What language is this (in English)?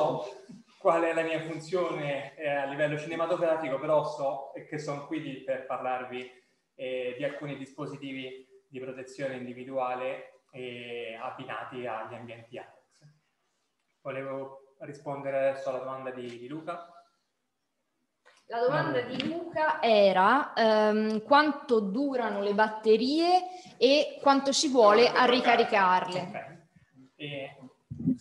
Italian